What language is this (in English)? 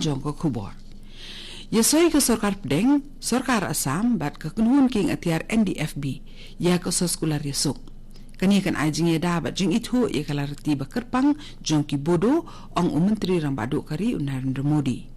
Khasi